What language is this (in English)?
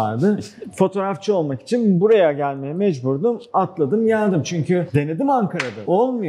Turkish